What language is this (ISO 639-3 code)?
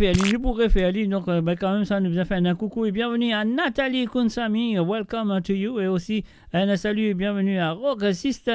mfe